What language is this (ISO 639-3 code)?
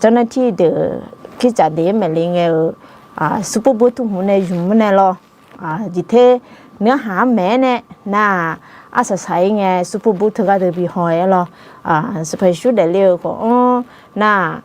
ahk